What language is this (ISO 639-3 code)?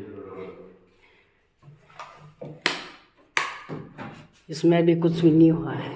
hin